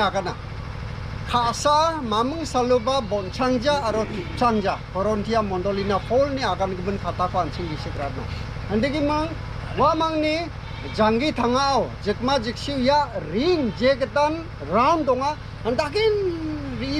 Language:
Garo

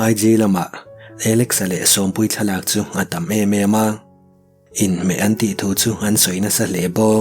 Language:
Mizo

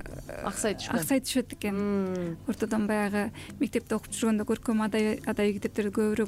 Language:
Kyrgyz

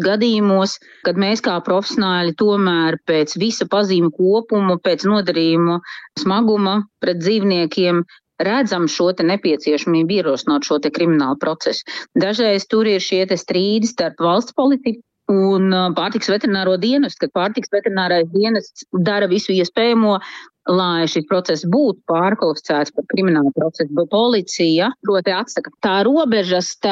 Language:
Latvian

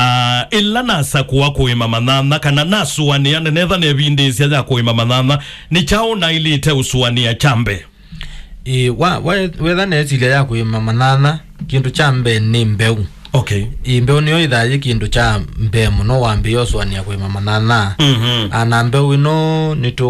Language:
Kamba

